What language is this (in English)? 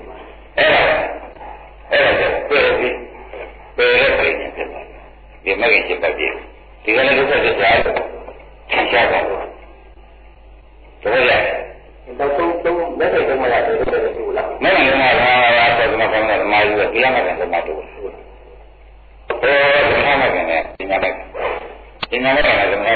Burmese